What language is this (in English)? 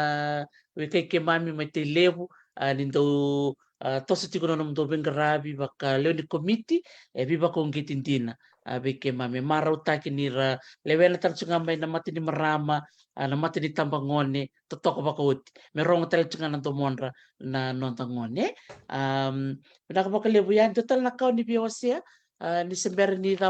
Fijian